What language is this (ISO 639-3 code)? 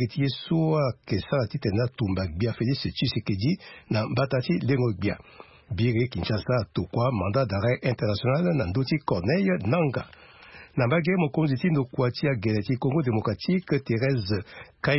sag